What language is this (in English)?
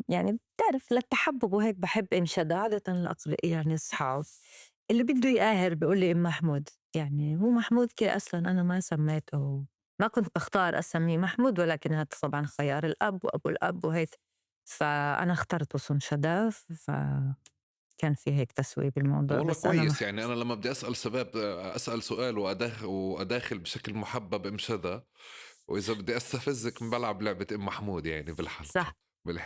North Levantine Arabic